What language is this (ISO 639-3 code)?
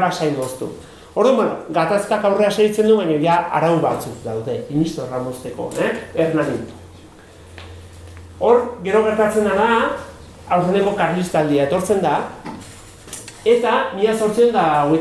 eus